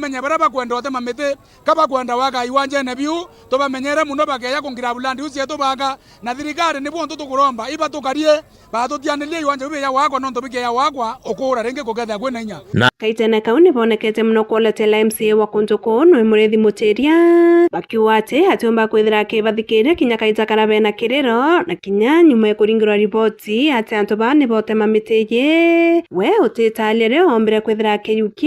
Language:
Meru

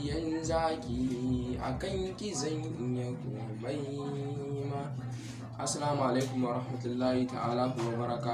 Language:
Hausa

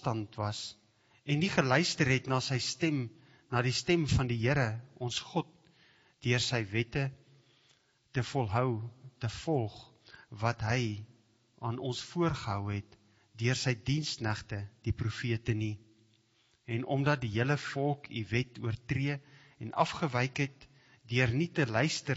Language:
Afrikaans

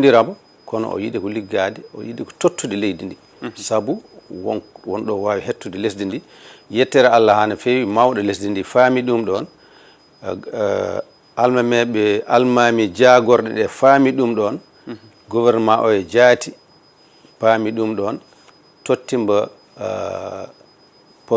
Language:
Fula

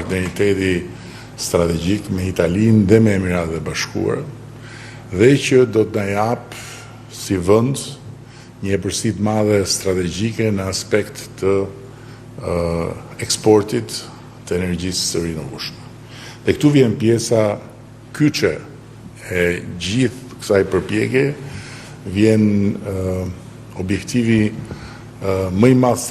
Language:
Albanian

